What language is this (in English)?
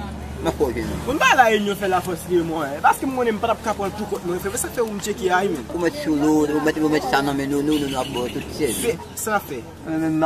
Haitian Creole